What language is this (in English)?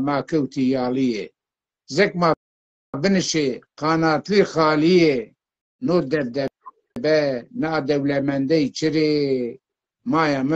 Zaza